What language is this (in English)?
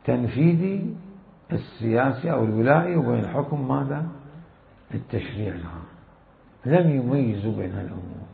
Mesopotamian Arabic